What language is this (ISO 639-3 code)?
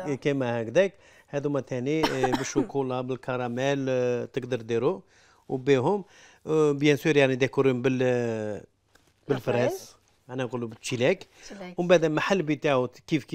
arq